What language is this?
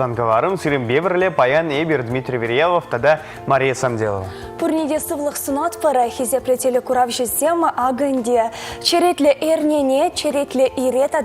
Chuvash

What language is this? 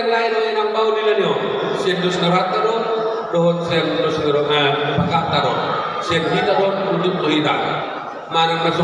Batak Toba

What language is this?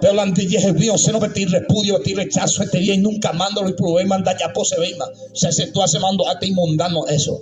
Guarani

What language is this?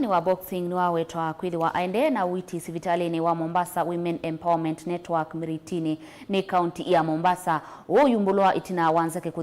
Kamba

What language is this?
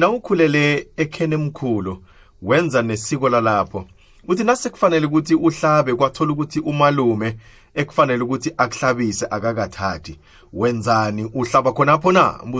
South Ndebele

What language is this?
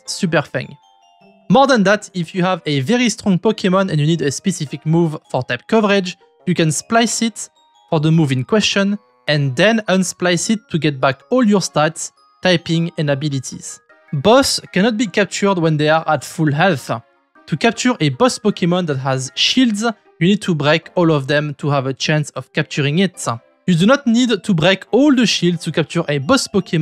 English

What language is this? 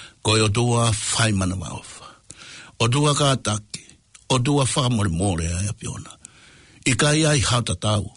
Tongan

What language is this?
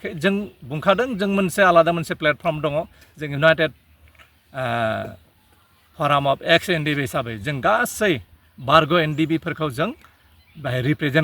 Bodo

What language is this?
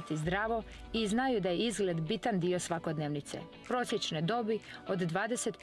Croatian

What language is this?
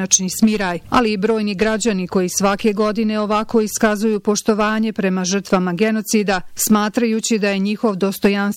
Bosnian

